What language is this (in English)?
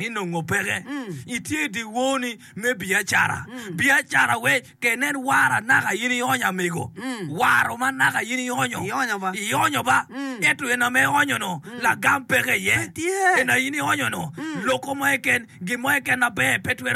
Acoli